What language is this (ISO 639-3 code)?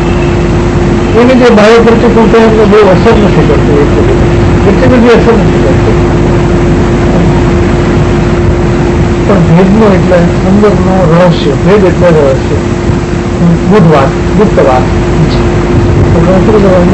guj